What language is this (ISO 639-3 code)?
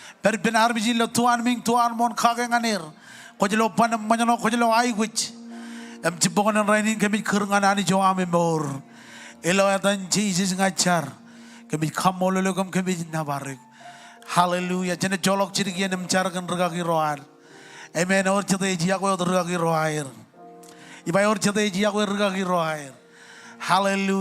mah